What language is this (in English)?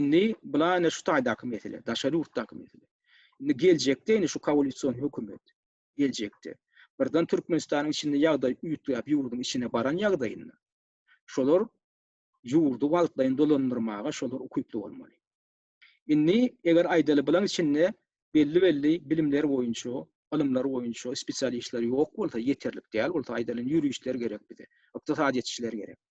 Turkmen